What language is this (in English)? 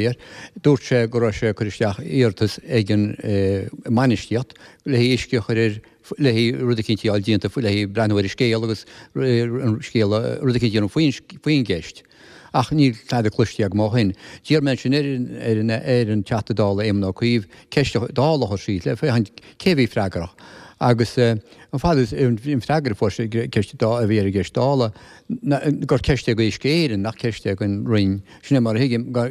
Irish